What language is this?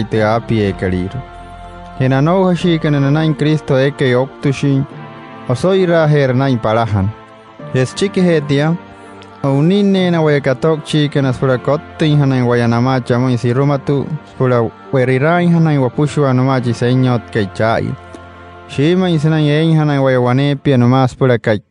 Wayuu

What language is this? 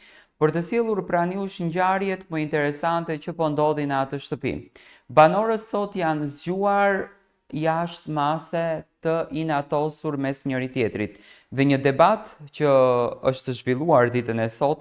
Albanian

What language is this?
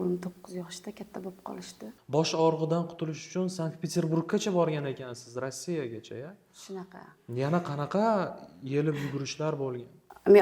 Uzbek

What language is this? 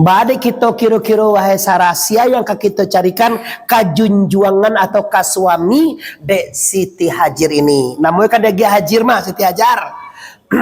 Minangkabau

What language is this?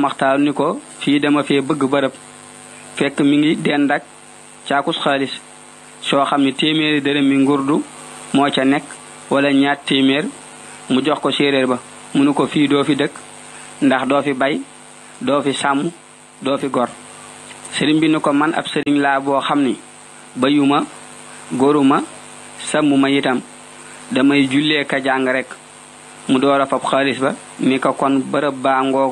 Wolof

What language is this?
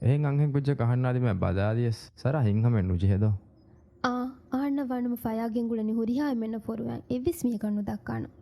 Divehi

